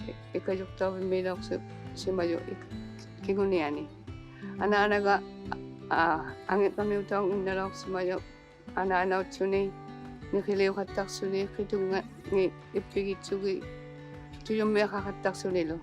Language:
Inuktitut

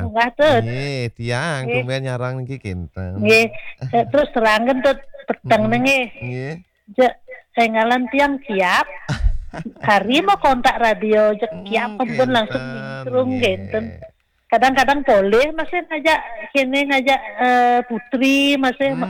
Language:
Balinese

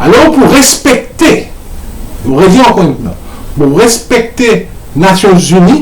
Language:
Morisyen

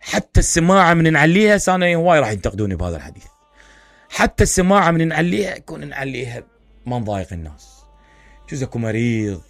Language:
Mesopotamian Arabic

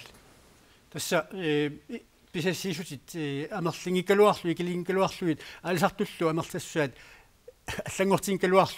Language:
Kalaallisut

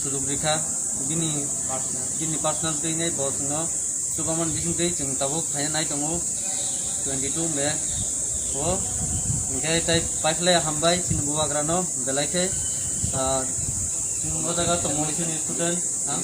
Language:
Kok Borok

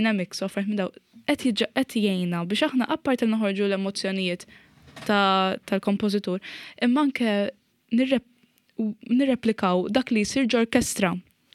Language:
Maltese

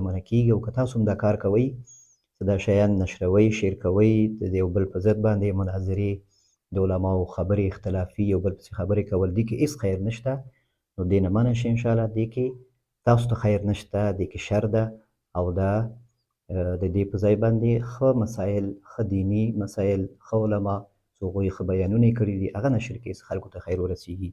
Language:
Pashto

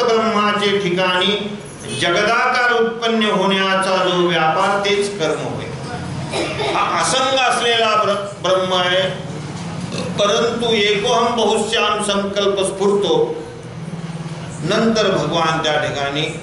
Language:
Marathi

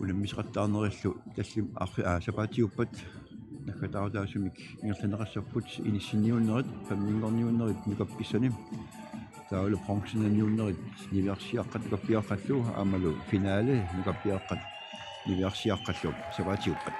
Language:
Kalaallisut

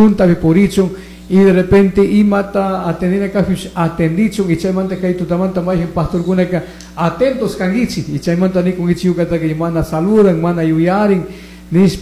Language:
Chimborazo Highland Quichua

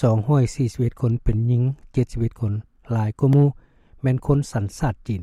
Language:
Lao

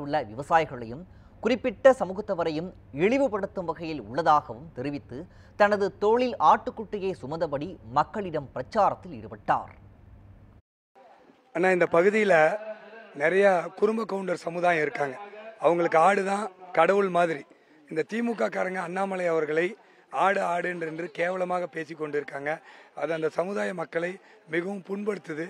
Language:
Tamil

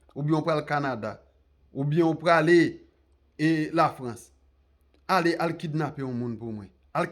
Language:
Haitian Creole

